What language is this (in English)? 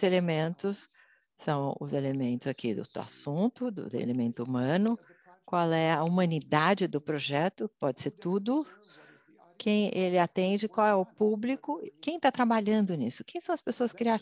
Portuguese